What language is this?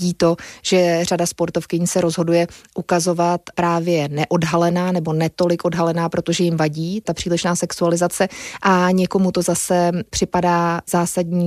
Czech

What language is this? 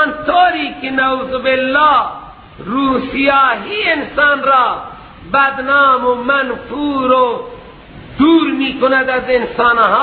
Persian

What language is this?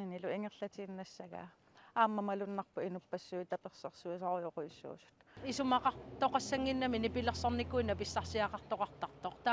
Kalaallisut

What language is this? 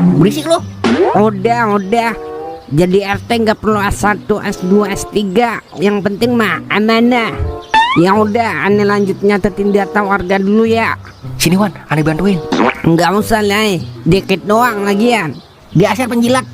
Betawi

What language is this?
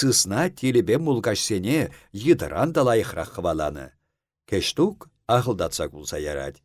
Chuvash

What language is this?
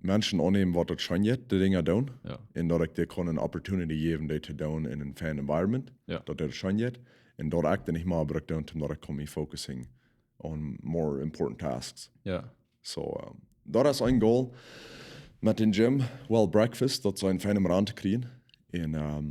Plautdietsch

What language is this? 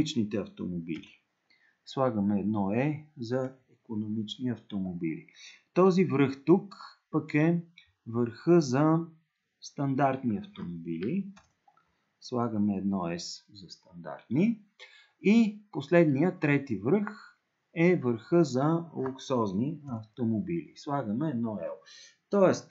Bulgarian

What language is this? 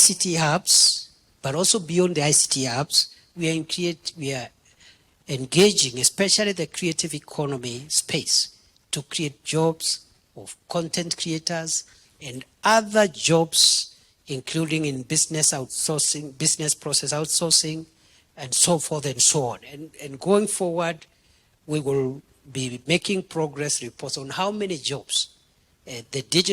Kamba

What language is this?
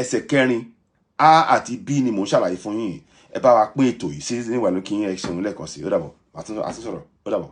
Yoruba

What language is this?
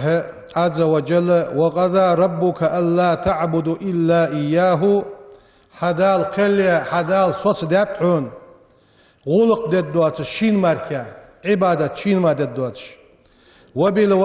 Ingush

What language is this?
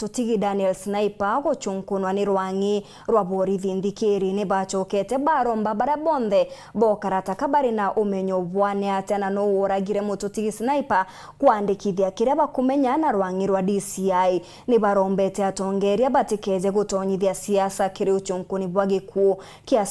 Meru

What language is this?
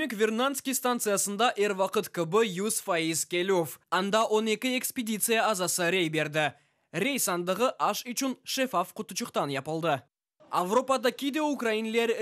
Crimean Tatar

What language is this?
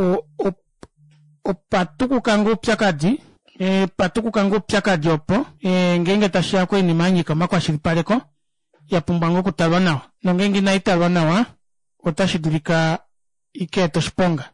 Kuanyama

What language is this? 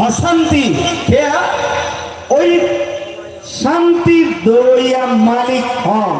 Rohingya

